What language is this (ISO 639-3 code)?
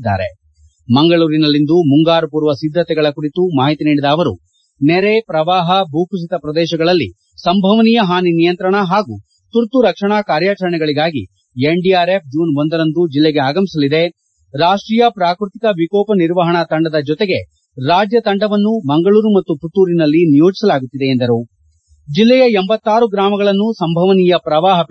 kan